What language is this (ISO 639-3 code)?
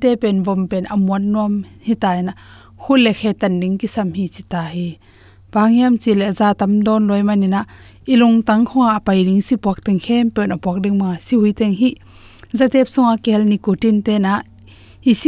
ctd